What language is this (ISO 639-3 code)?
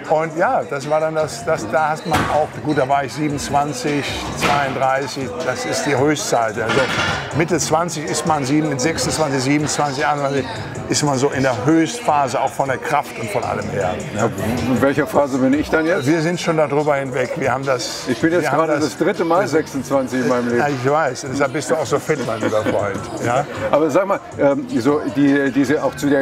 deu